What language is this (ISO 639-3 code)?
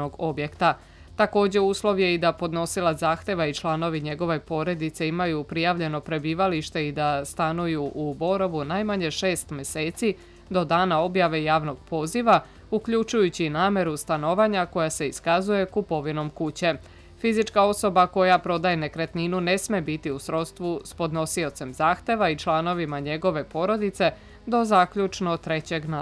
srp